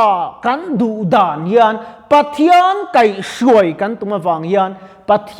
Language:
Mizo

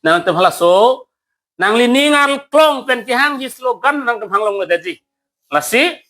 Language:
Karbi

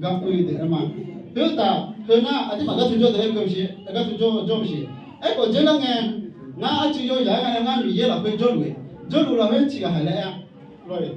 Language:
Akha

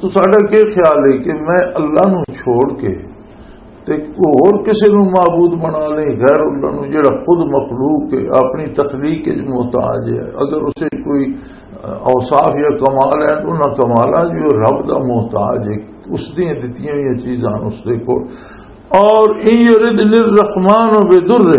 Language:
Western Panjabi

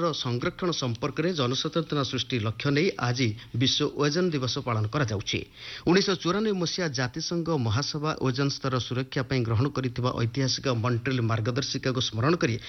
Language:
Odia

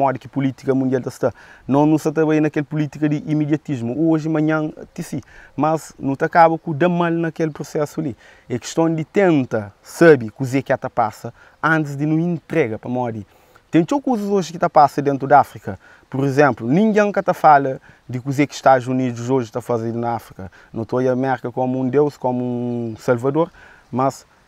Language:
Kabuverdianu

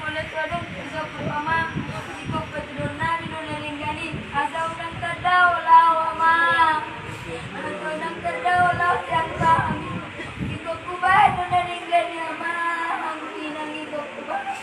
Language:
Batak Toba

